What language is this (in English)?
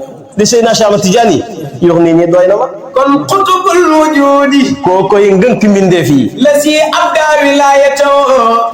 Wolof